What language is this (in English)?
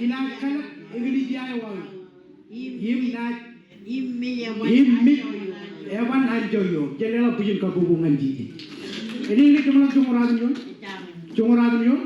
Marshallese